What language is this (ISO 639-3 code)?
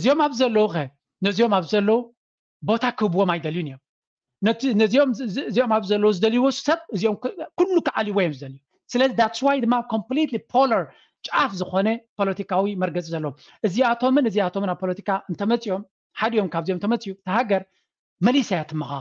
tir